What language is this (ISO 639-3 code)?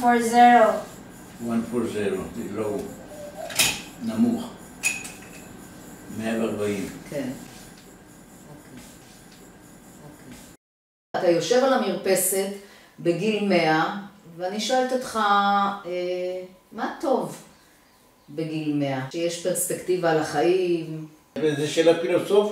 heb